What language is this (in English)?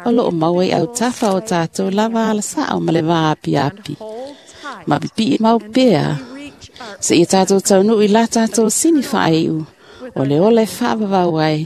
Samoan